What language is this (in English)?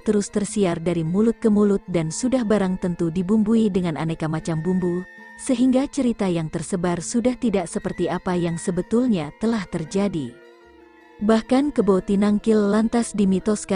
Indonesian